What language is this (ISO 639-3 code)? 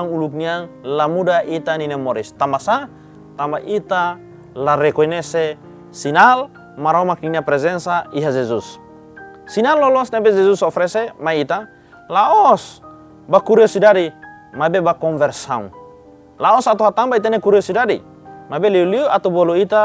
tet